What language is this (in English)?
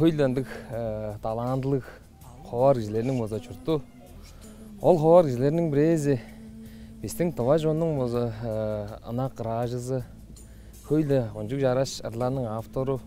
Tuvinian